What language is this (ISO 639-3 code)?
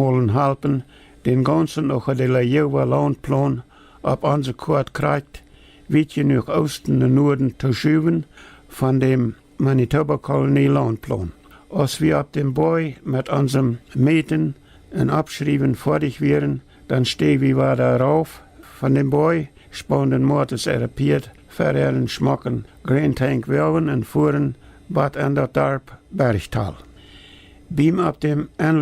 pdt